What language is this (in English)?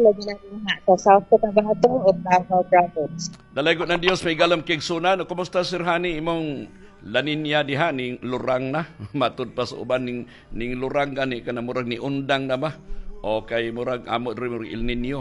Cebuano